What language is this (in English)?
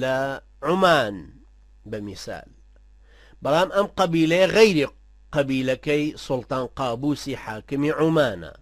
Central Kurdish